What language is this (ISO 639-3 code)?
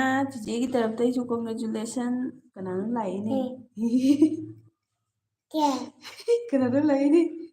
mni